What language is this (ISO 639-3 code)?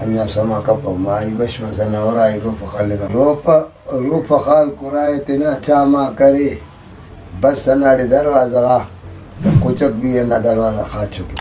brh